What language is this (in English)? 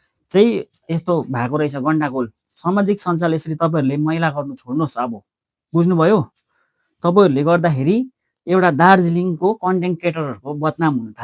Nepali